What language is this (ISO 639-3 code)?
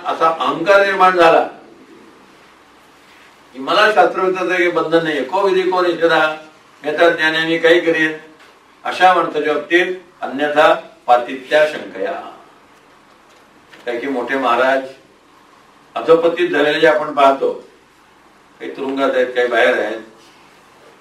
mar